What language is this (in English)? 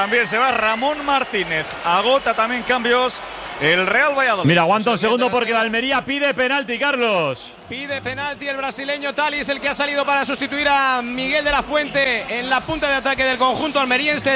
Spanish